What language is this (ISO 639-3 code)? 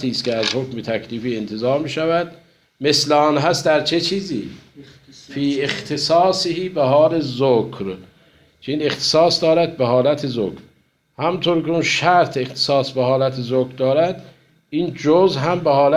fas